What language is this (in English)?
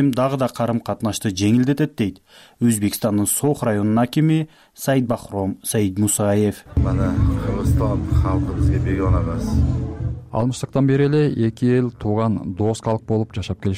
Kyrgyz